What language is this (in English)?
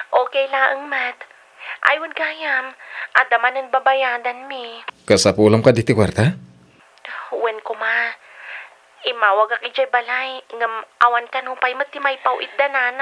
Iloko